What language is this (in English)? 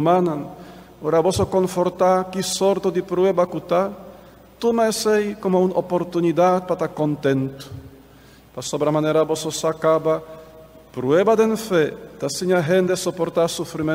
Papiamento